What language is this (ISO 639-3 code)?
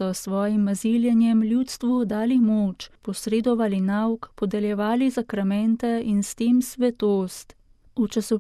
slv